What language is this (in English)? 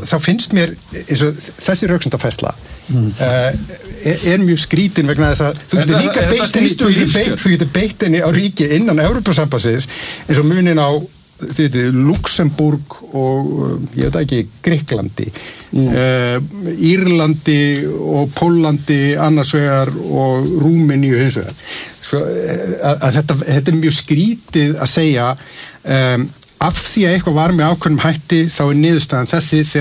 Icelandic